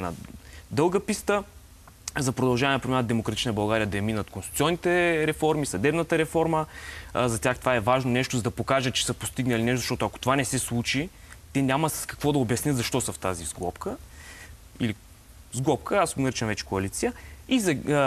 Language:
Bulgarian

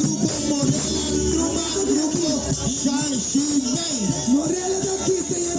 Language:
Papiamento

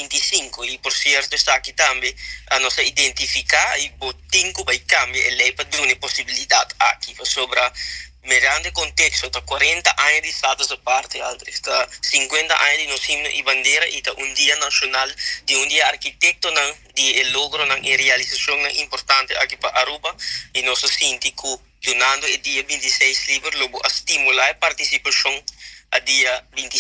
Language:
Papiamento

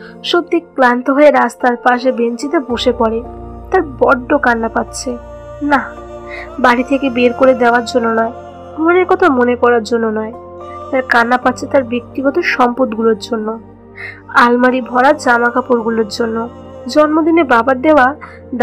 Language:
Bangla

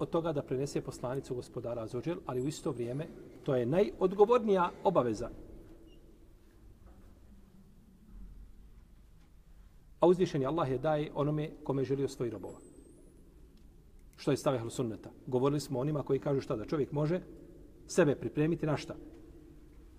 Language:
Bosnian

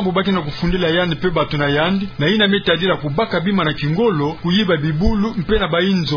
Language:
Kituba (Democratic Republic of Congo)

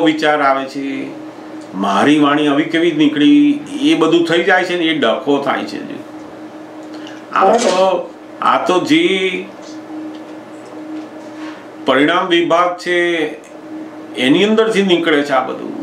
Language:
Gujarati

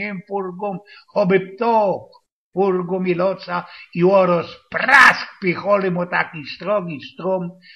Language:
Silesian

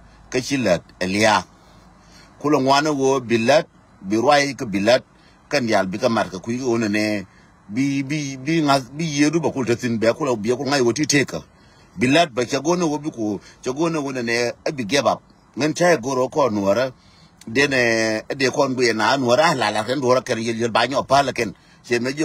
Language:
Nuer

